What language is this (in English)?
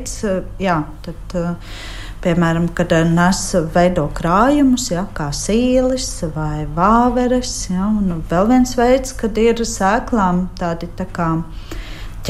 Latvian